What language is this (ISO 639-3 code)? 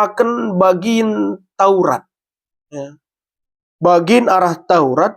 btx